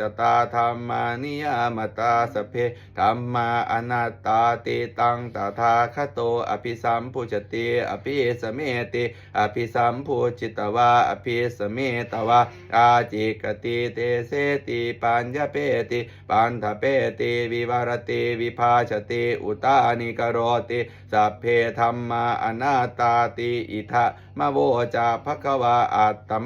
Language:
Pali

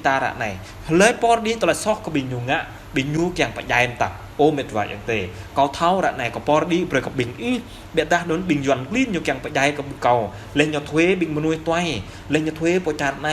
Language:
Jarai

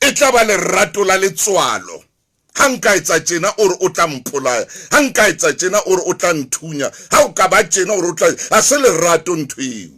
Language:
Southern Sotho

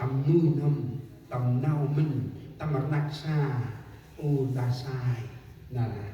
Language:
Central Mnong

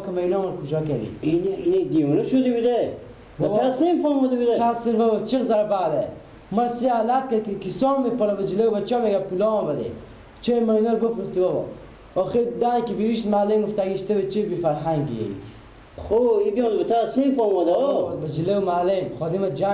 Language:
Persian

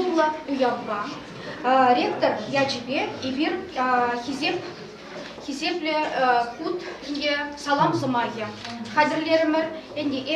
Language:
Chuvash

